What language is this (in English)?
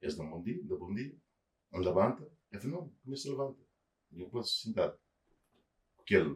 Kabuverdianu